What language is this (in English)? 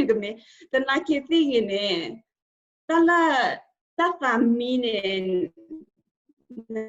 S'gaw Karen